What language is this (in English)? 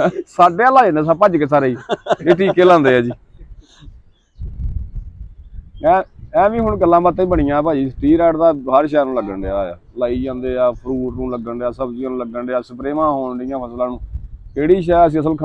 Punjabi